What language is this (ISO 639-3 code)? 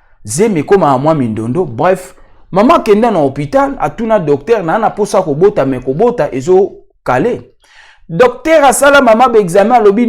lin